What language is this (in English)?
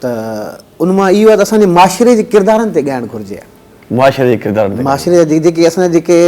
Sindhi